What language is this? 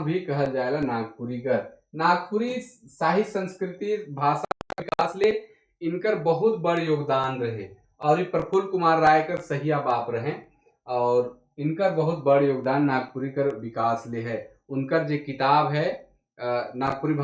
Sadri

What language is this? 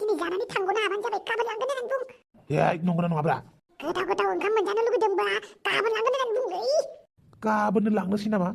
Bodo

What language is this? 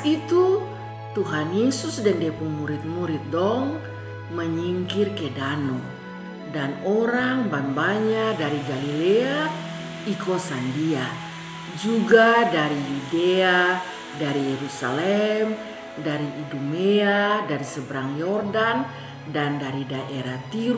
Kupang Malay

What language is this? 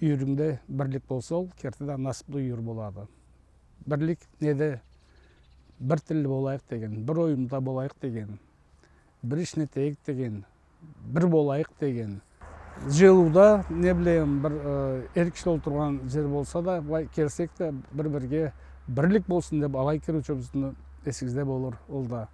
Karachay-Balkar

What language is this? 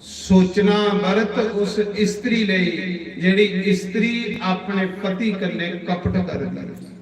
Dogri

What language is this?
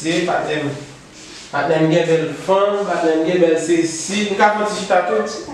Haitian Creole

